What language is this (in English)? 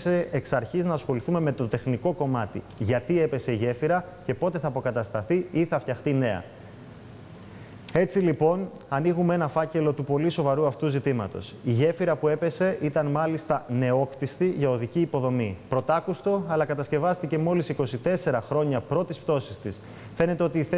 Greek